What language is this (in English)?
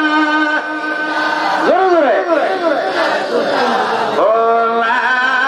Bangla